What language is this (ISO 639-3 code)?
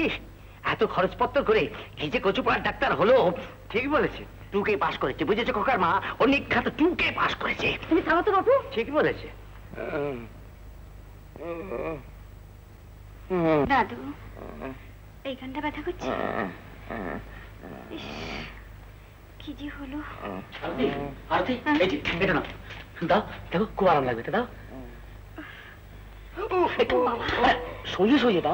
ben